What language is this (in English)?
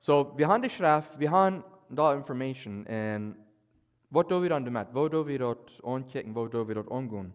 Plautdietsch